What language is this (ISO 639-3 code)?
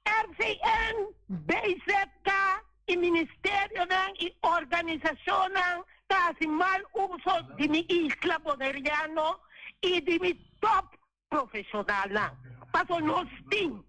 pap